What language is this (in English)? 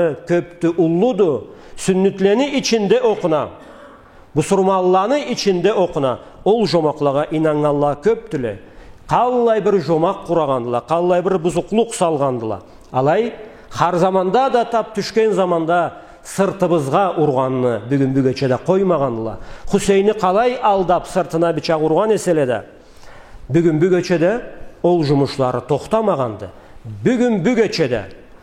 Karachay-Balkar